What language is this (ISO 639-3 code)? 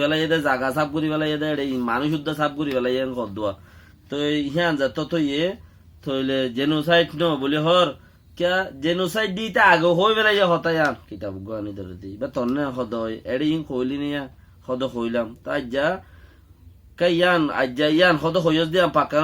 rhg